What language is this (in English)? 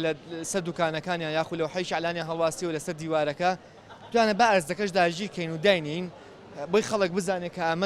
Central Kurdish